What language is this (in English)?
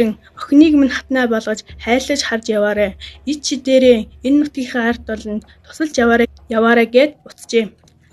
Mongolian